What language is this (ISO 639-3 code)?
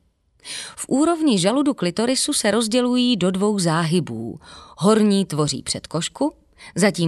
ces